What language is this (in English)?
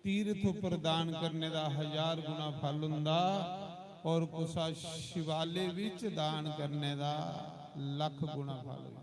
Dogri